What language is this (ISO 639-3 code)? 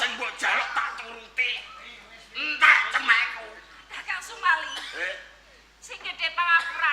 jav